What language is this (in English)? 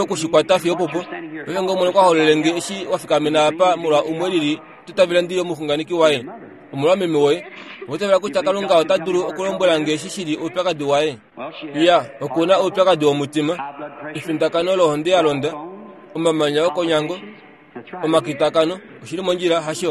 Kuanyama